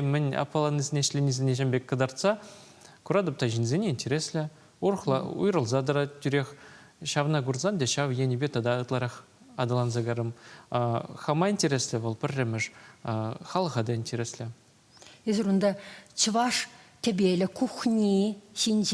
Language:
Chuvash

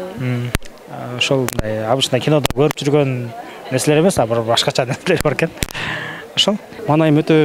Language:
Kyrgyz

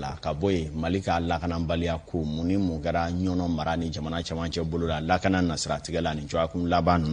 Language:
Bambara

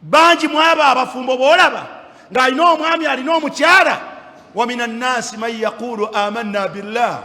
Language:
Ganda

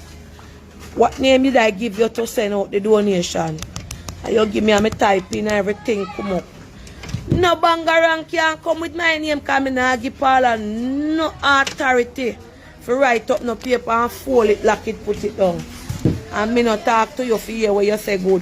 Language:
Jamaican Creole English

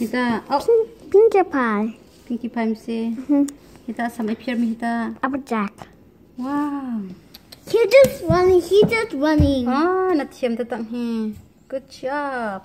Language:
Hakha Chin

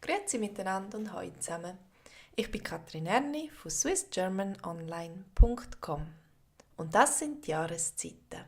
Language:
Swiss German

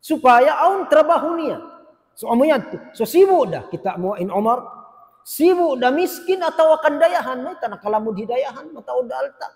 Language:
Tausug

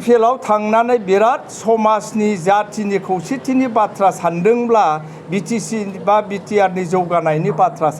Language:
Bodo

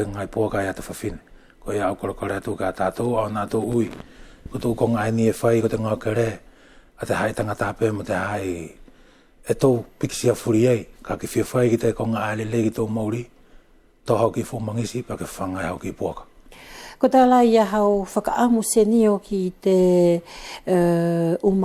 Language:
Wallisian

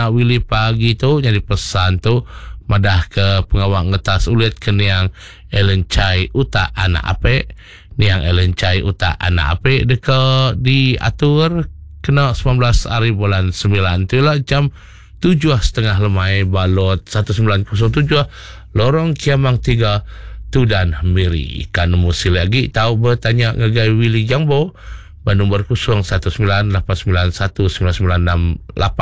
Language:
Iban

